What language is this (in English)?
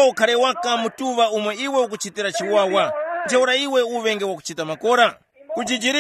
Tumbuka